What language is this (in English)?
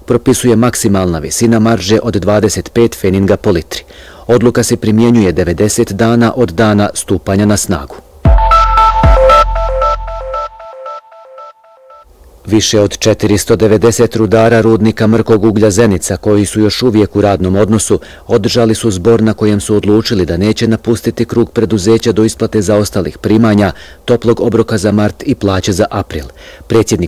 Bosnian